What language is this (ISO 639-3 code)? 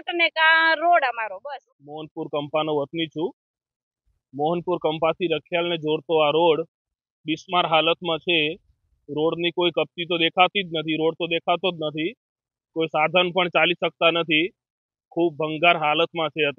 guj